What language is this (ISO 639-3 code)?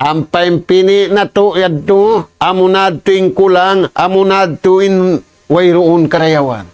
tsg